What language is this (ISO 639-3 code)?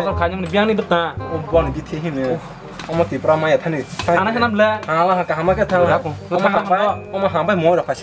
trp